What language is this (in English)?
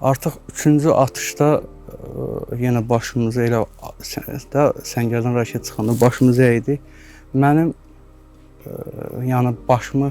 Azerbaijani